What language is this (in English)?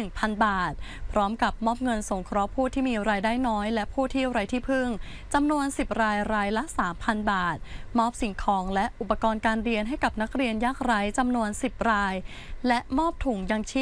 Thai